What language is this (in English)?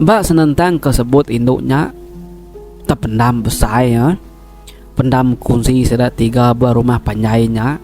Iban